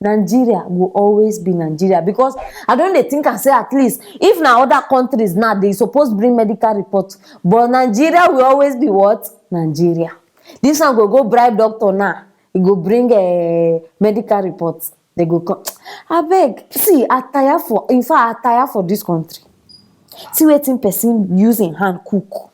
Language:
Nigerian Pidgin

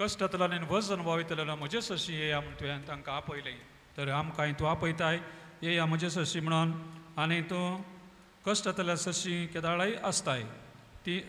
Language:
Konkani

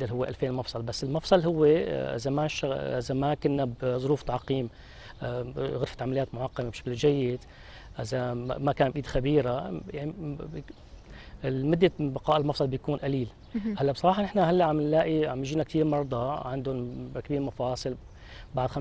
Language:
North Levantine Arabic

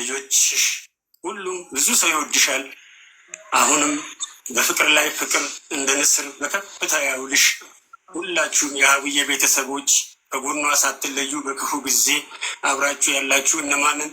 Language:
Amharic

